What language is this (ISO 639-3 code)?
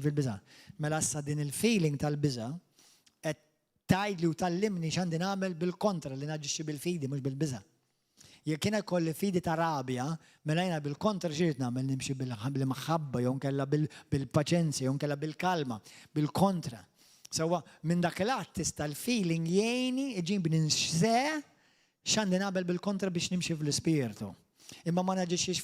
mlt